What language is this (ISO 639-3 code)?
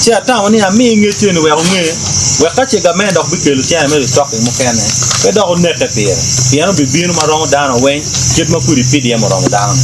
ach